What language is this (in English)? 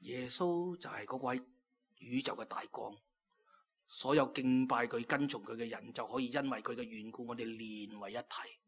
Cantonese